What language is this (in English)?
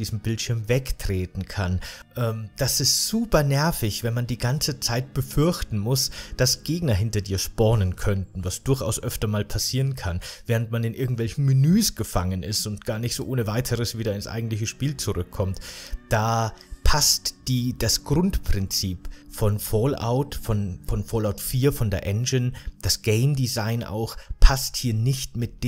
German